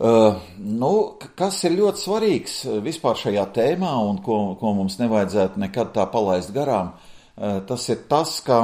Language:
Latvian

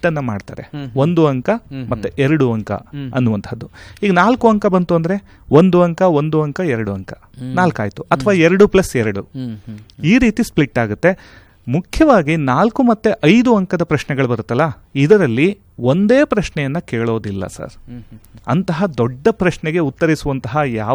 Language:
Kannada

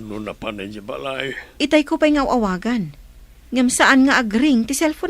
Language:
Iloko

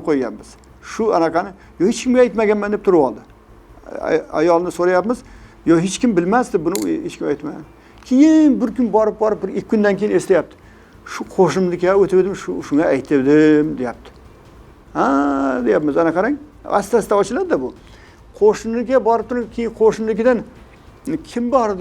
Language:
Uzbek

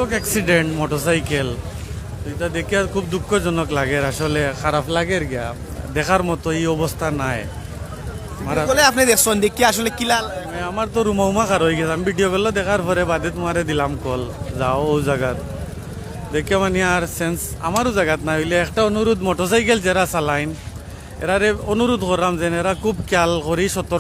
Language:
Sylheti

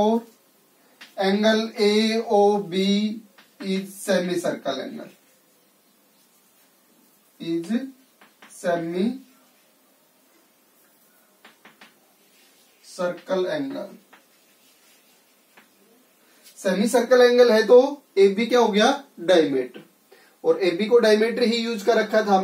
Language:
Hindi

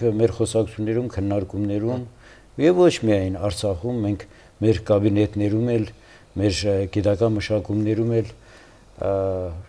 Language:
Armenian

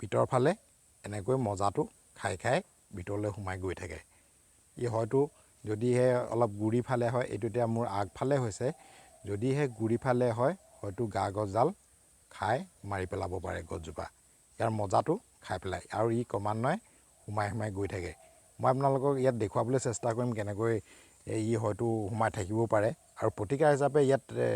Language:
Assamese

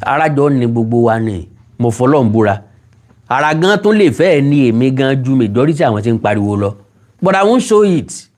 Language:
Yoruba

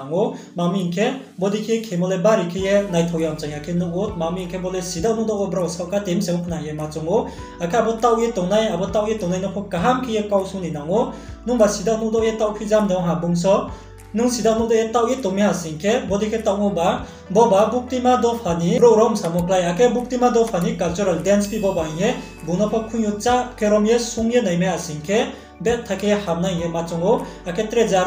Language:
Riang (India)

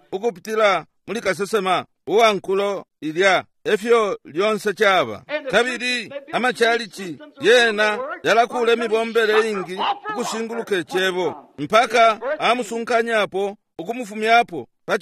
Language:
Bemba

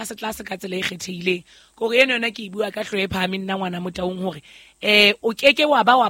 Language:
Southern Sotho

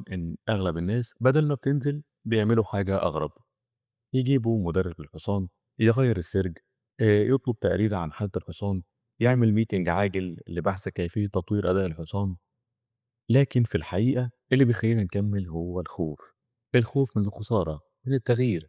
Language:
Egyptian Arabic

